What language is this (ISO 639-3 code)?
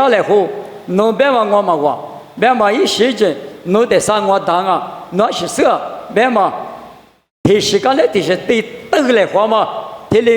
lis